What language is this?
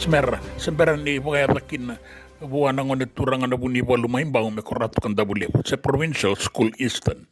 Fijian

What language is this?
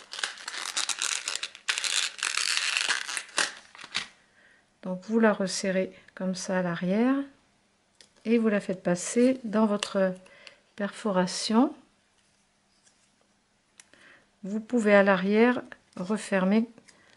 French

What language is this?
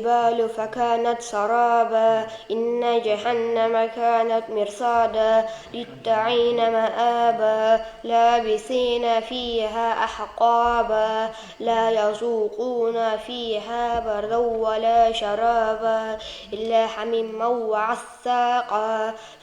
Kumyk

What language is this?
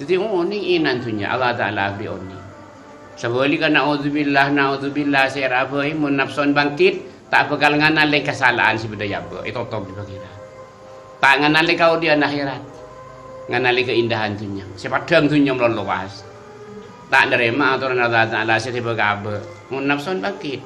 Madurese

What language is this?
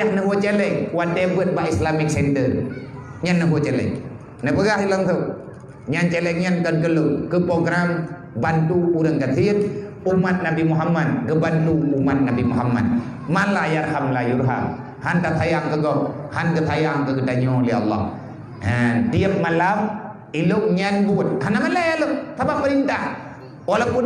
Achinese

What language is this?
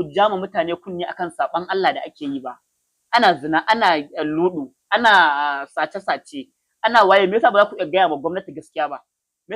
Hausa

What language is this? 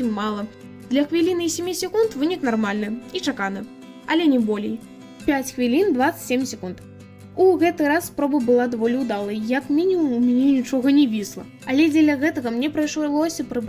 Belarusian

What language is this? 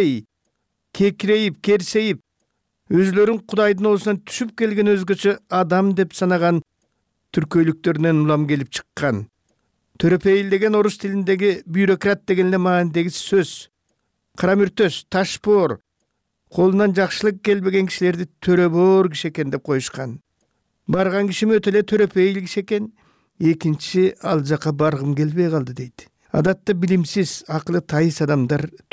Kyrgyz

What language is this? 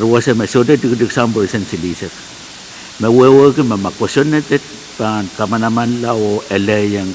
Pohnpeian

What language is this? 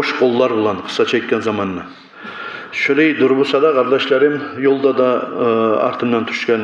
Kumyk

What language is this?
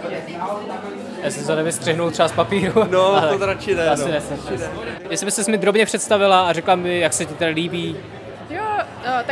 Czech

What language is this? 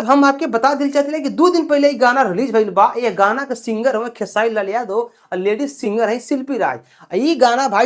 Bhojpuri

